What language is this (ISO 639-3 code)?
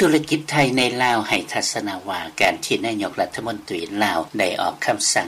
lao